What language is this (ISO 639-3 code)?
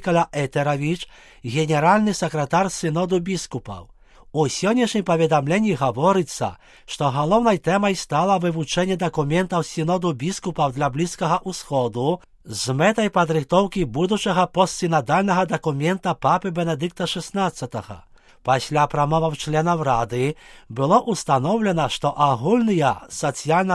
bel